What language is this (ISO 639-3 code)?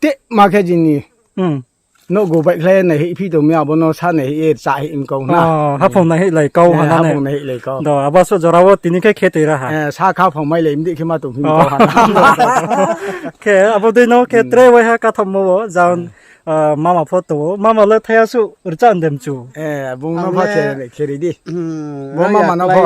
ria